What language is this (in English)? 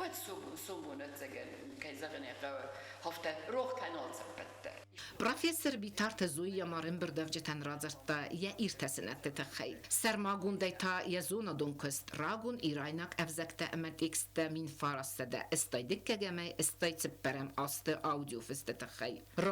Ossetic